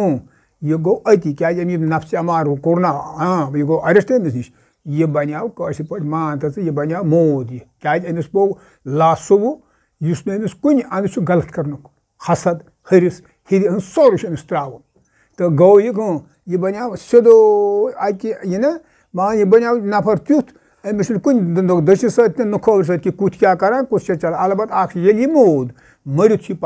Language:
Kashmiri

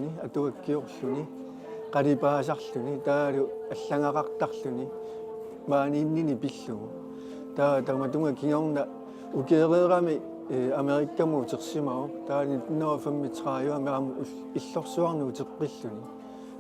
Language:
Kalaallisut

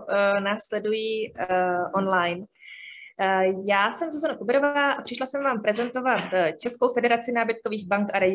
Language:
Czech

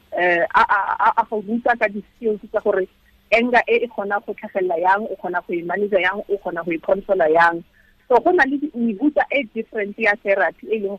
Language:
Tswana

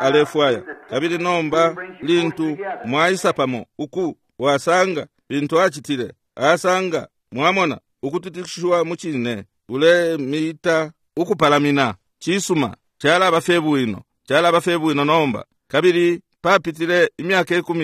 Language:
Bemba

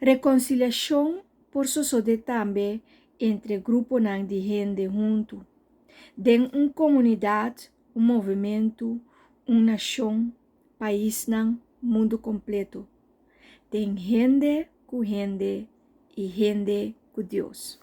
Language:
Papiamento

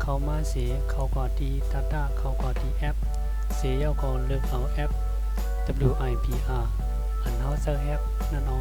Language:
Shan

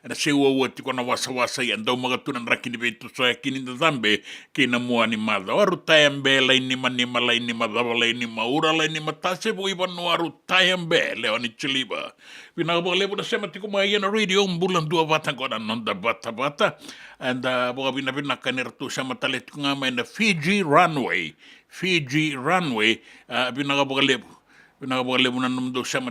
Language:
Fijian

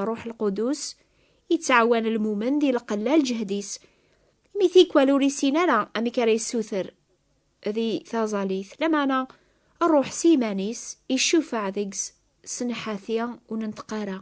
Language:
Kabyle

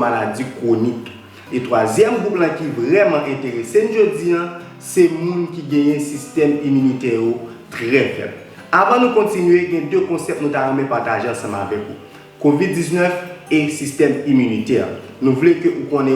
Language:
Haitian Creole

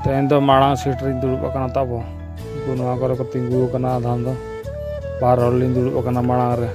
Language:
Santali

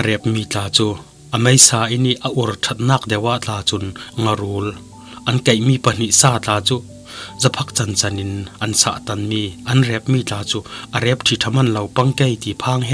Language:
Falam Chin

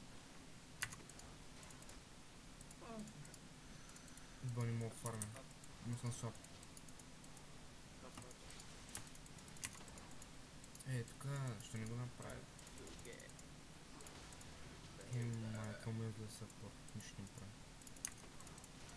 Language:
Bulgarian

